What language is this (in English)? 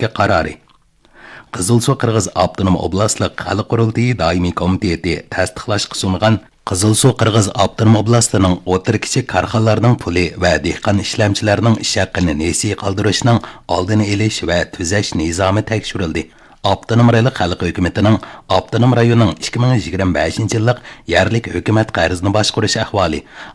Uyghur